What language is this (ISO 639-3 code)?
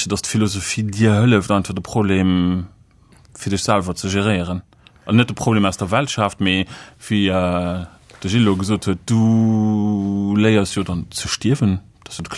ltz